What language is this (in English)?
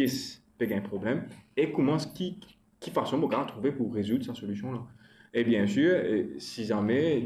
Morisyen